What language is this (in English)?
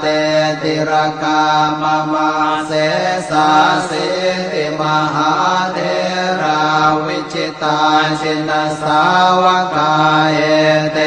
Pali